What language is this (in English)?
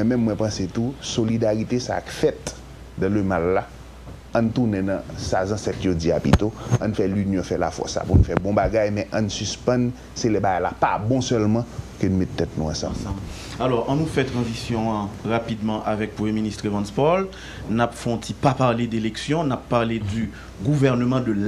Haitian Creole